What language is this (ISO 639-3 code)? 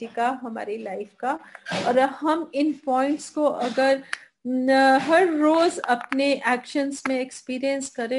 hin